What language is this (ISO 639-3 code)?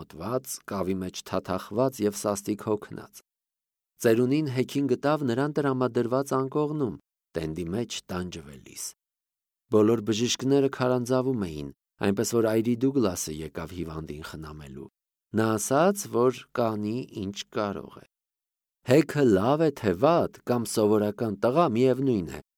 hye